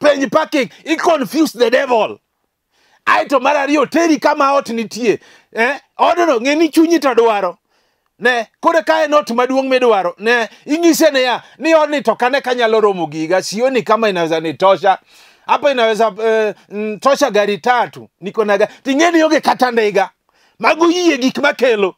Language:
Luo (Kenya and Tanzania)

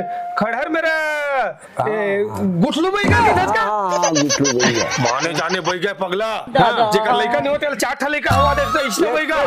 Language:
Chhattisgarhi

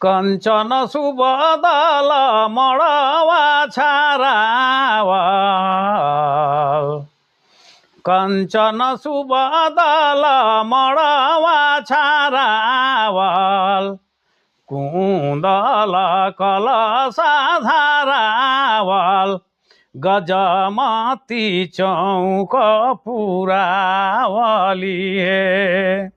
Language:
Sadri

